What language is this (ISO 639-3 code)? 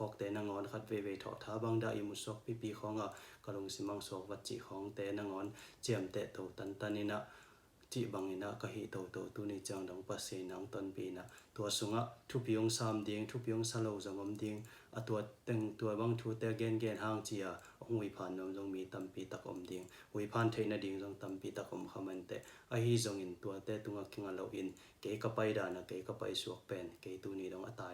ctd